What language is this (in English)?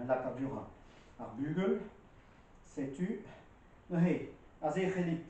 Breton